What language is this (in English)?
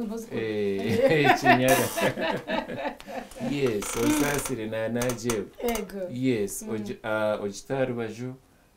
Nyankole